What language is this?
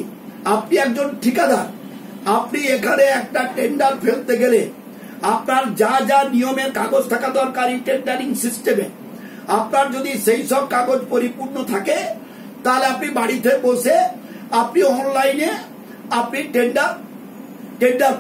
Bangla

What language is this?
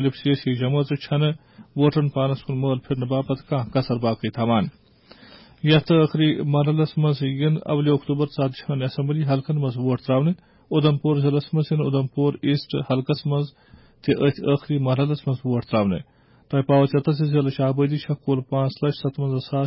Kashmiri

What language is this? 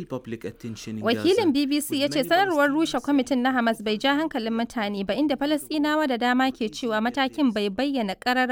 Hausa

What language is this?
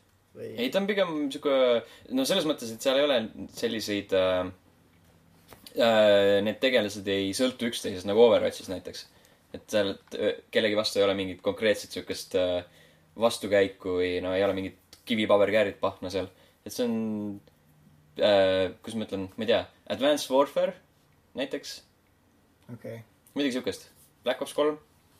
Estonian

